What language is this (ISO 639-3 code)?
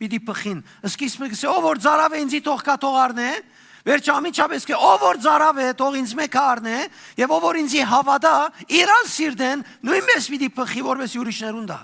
hyw